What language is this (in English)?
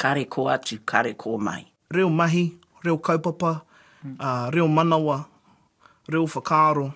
Māori